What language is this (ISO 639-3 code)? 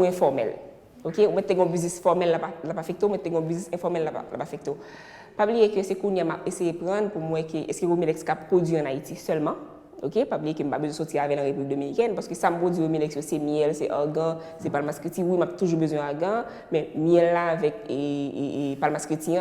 hat